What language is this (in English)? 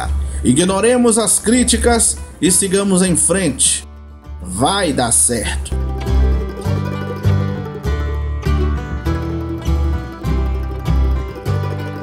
Portuguese